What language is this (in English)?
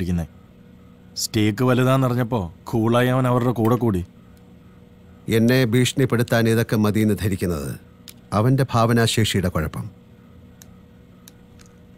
Malayalam